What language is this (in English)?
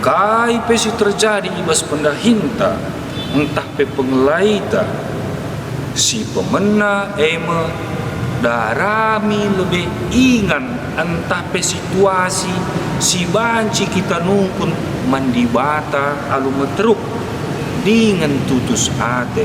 Batak Karo